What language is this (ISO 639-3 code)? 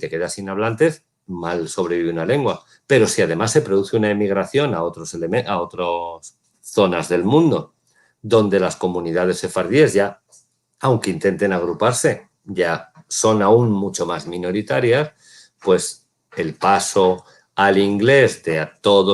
lad